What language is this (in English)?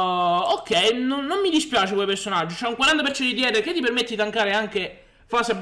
Italian